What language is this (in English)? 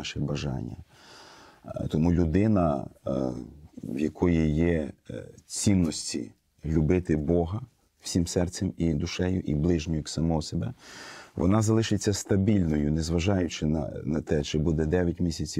Ukrainian